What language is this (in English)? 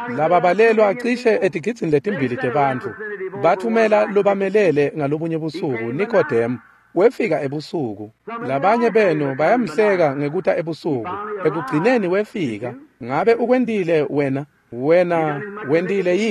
Swati